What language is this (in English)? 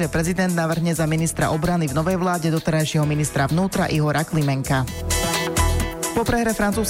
Slovak